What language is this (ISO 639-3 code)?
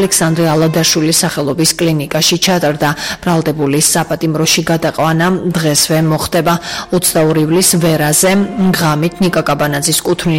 kat